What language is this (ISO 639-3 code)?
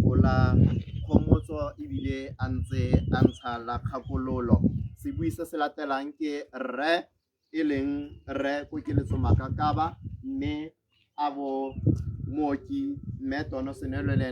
tsn